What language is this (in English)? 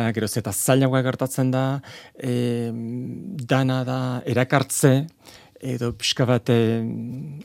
Basque